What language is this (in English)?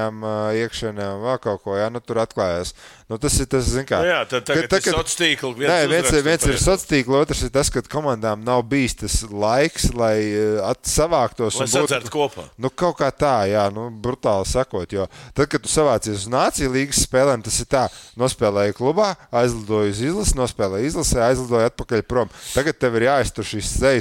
Latvian